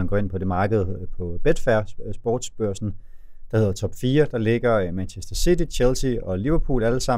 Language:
Danish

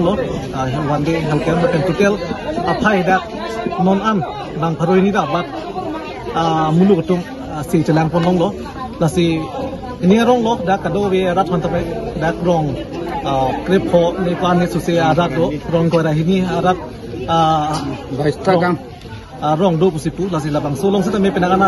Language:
Karbi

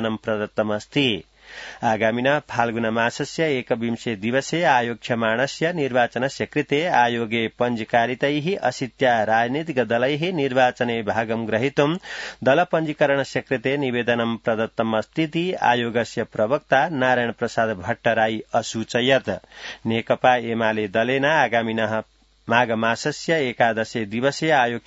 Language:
Sanskrit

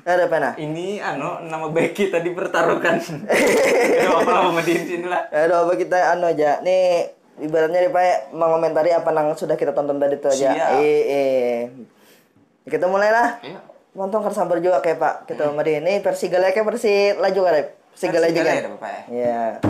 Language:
Banjar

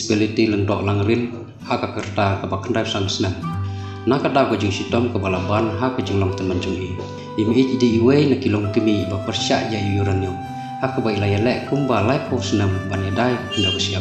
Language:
Khasi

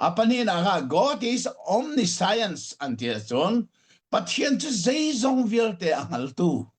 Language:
Hakha Chin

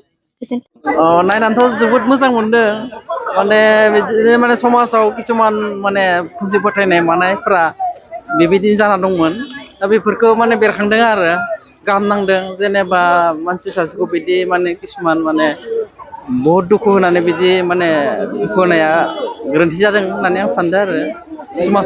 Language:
Bodo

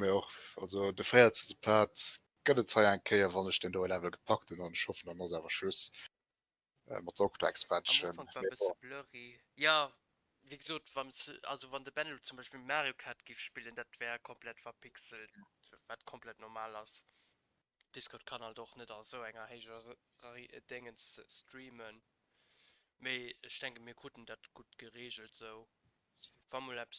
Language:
Luxembourgish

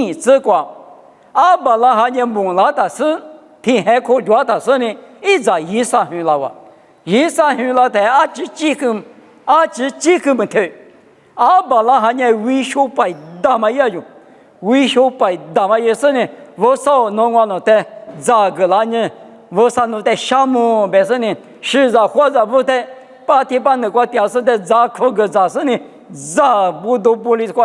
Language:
Lisu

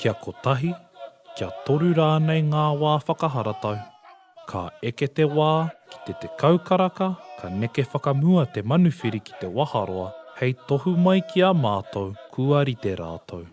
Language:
Māori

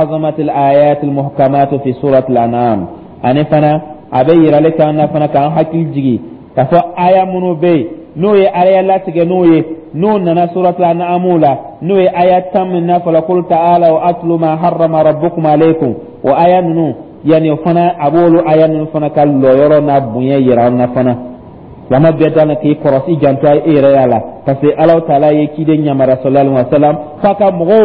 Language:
Dyula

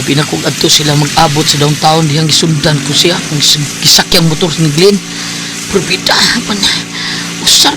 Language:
Cebuano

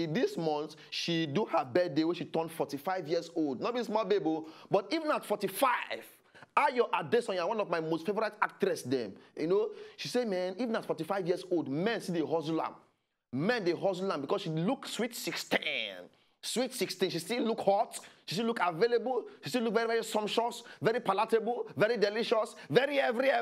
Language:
Nigerian Pidgin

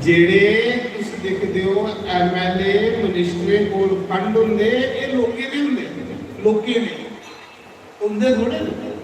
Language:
Dogri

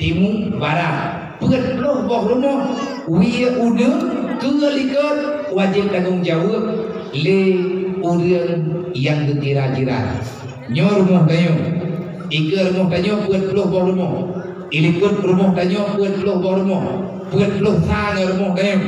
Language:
Achinese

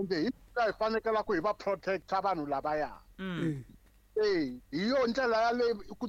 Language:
Tsonga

